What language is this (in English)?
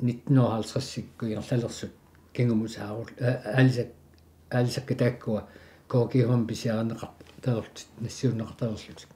Kalaallisut